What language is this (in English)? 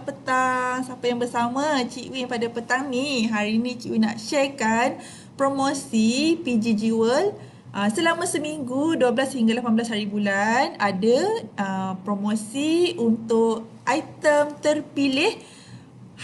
Malay